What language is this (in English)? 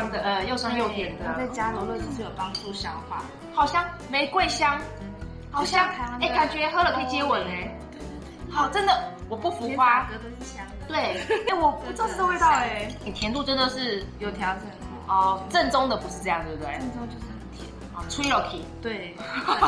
Chinese